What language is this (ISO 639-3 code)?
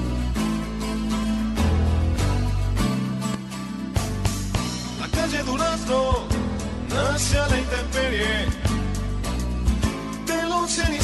spa